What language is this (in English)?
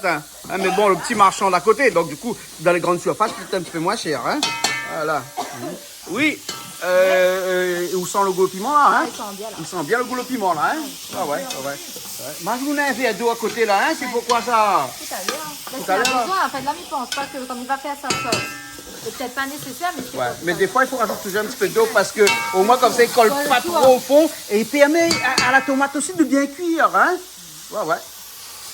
Réunion Creole French